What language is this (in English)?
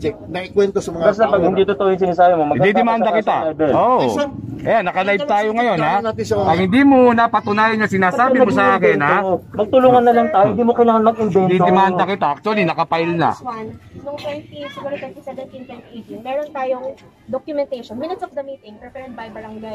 Filipino